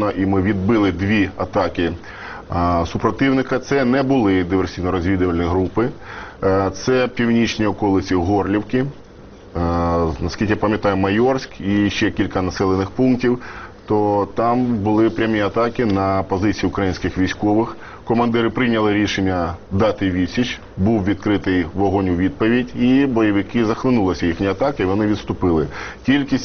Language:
Ukrainian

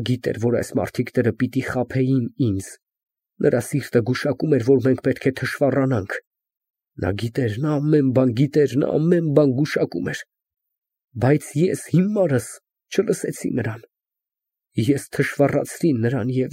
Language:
Armenian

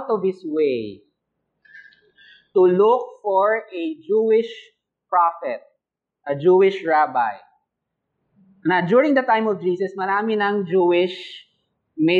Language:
Filipino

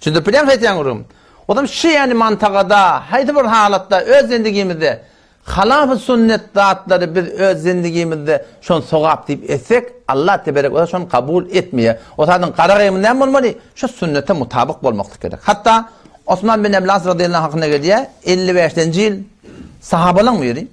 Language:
Turkmen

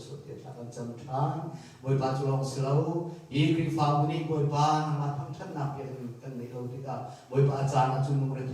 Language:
Hakha Chin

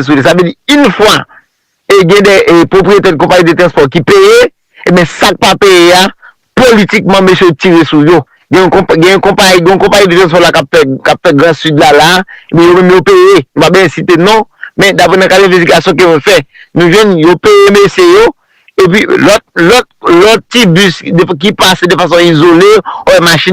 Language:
Haitian Creole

